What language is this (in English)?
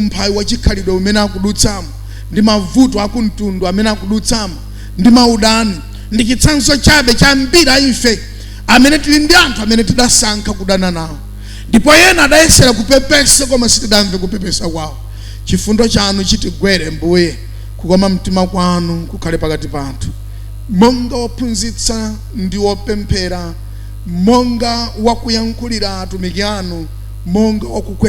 Nyanja